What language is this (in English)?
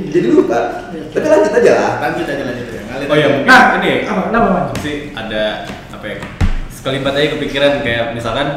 Indonesian